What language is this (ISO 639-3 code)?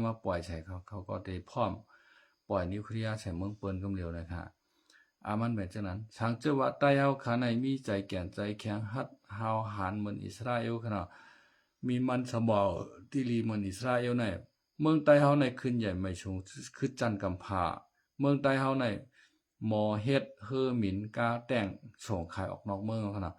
shn